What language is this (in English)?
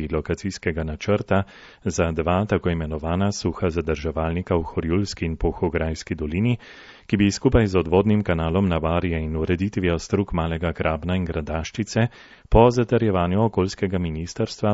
Slovenian